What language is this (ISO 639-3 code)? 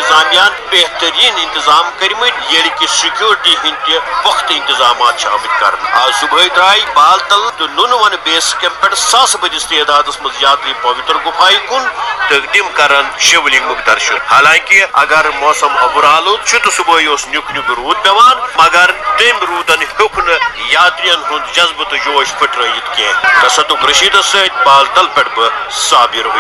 kas